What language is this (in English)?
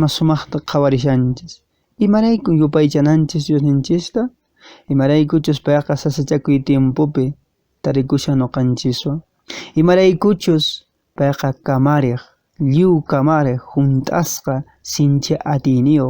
Quechua